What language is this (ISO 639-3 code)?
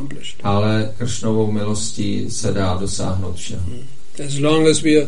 ces